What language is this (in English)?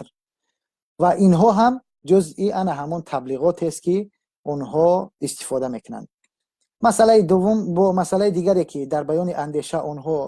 Tajik